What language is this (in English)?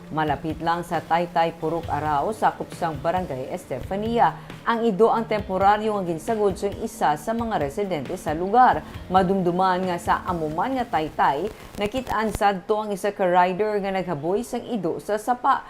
Hiligaynon